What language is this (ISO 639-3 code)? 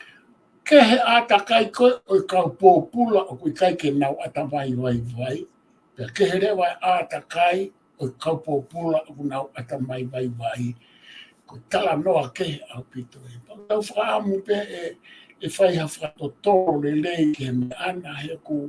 ton